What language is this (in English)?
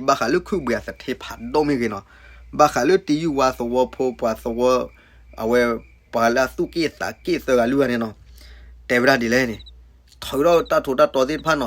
S'gaw Karen